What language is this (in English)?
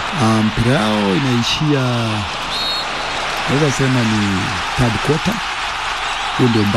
Swahili